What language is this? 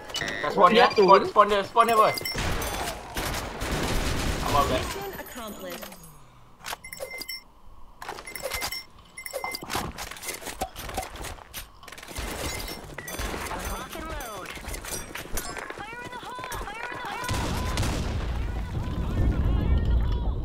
Malay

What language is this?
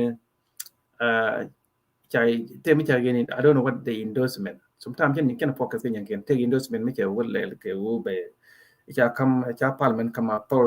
Nuer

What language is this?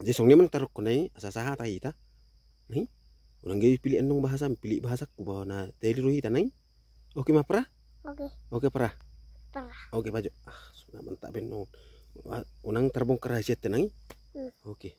Batak Toba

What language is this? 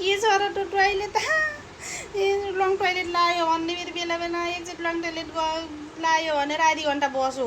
Nepali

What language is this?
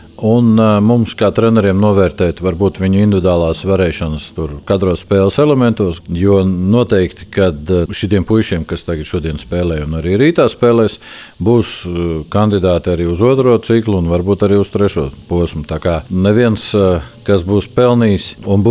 Latvian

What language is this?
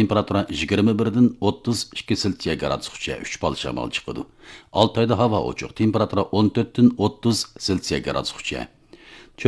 Uyghur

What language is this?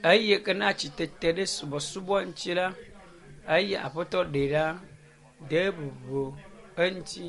Ewe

